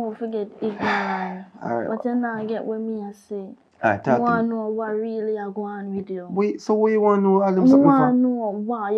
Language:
Jamaican Creole English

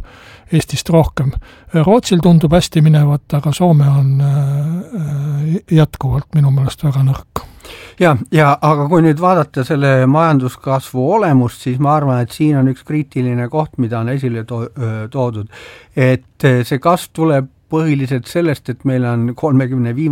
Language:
Estonian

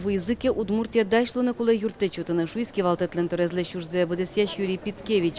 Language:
Udmurt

